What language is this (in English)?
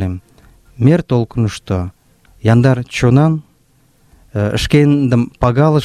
Mari